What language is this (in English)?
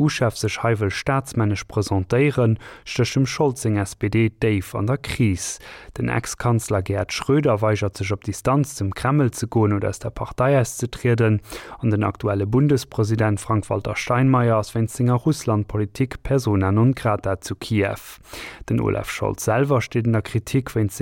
Luxembourgish